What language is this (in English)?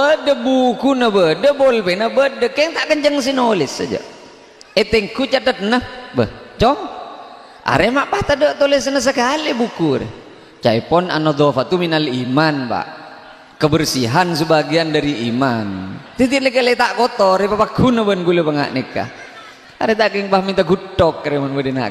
Madurese